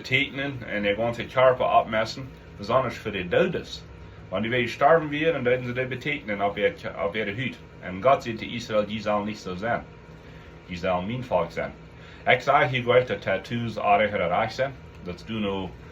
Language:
Plautdietsch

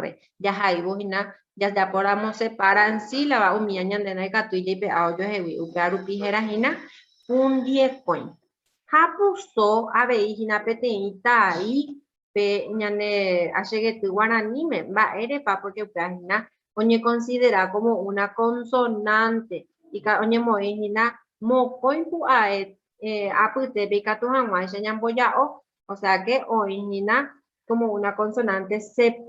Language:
Guarani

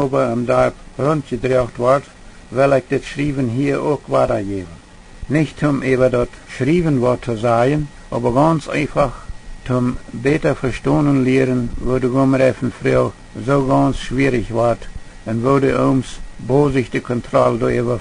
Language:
Plautdietsch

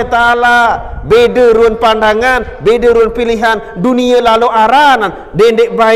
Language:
Sasak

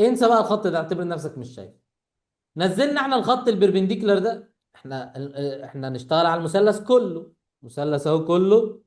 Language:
Egyptian Arabic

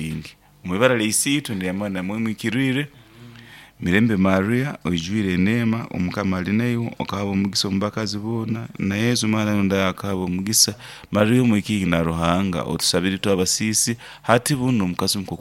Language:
Nyoro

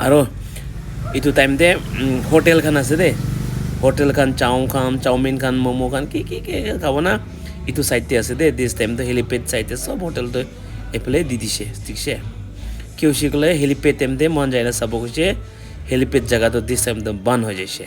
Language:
Naga Pidgin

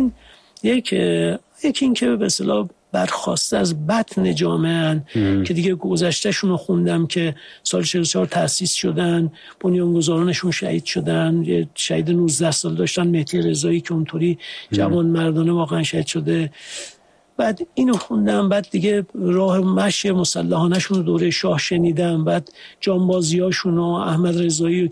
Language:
Persian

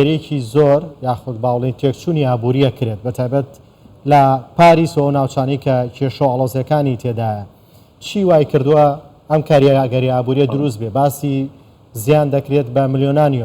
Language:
Central Kurdish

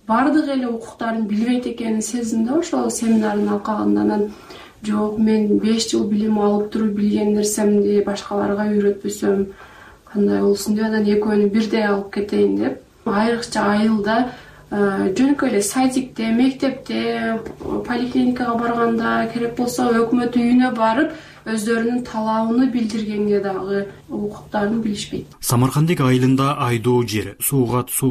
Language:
Kyrgyz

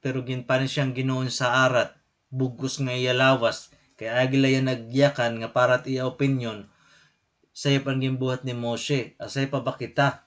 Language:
Waray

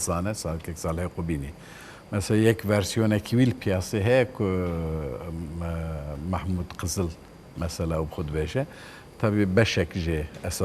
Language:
Kurdish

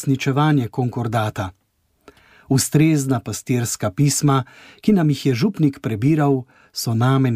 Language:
Slovenian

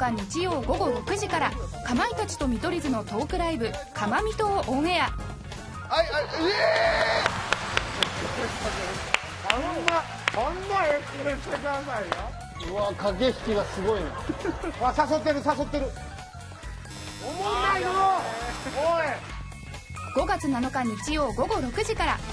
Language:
Japanese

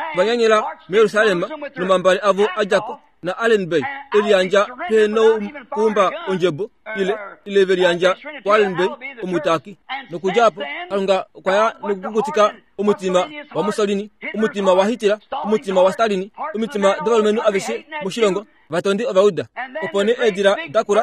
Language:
Kuanyama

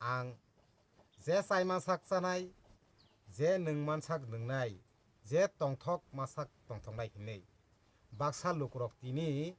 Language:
Kok Borok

